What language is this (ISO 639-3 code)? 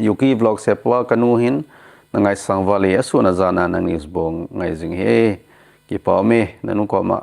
tcz